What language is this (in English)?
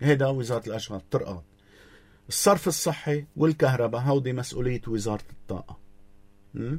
North Levantine Arabic